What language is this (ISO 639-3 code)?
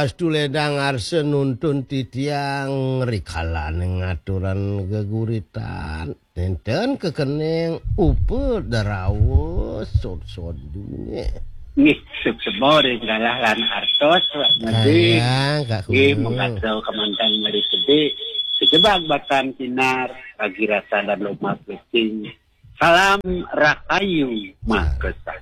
ban